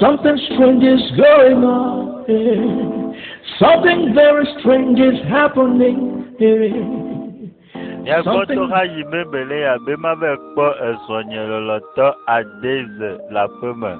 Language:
Ewe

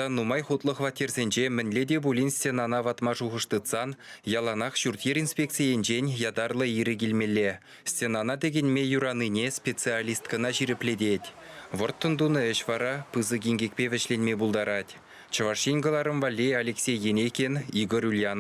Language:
Chuvash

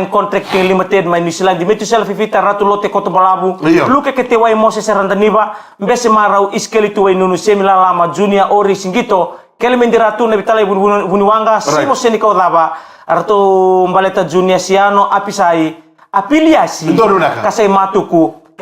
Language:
Fijian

